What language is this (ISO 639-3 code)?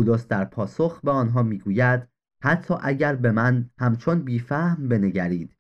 fas